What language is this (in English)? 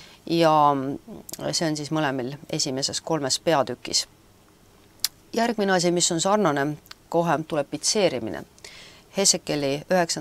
Estonian